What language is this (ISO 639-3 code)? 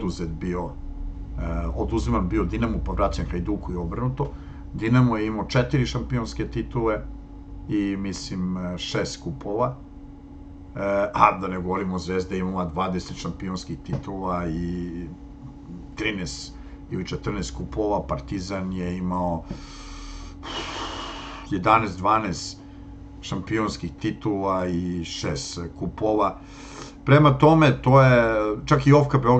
srp